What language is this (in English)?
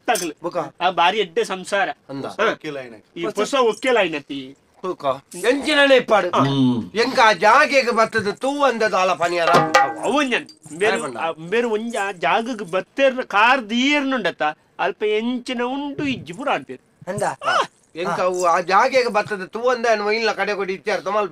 Tulu